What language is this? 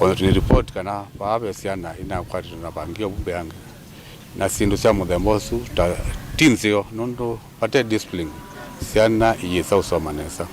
Kamba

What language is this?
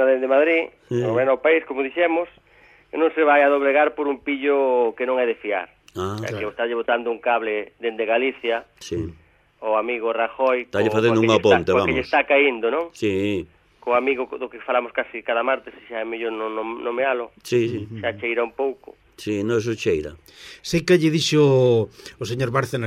Galician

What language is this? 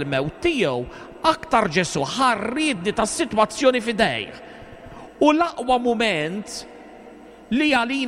Maltese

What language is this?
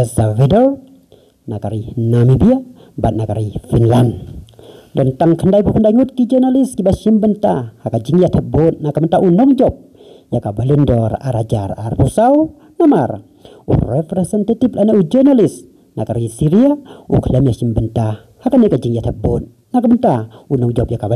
Khasi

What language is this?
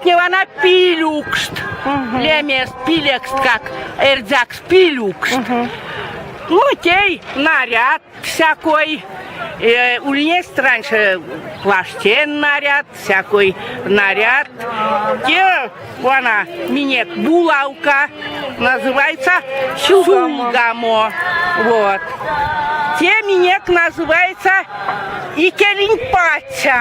Erzya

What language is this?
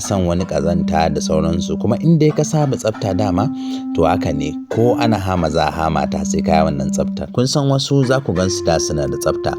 Hausa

